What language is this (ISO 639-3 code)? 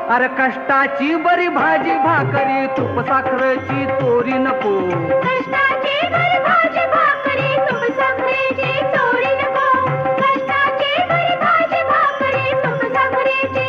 mar